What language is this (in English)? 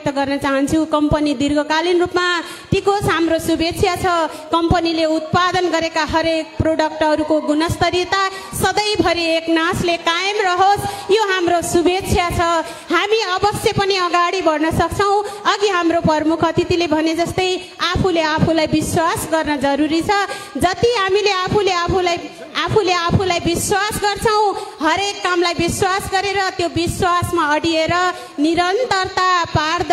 Nepali